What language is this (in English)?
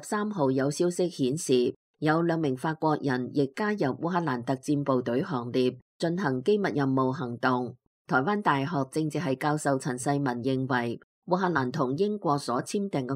Cantonese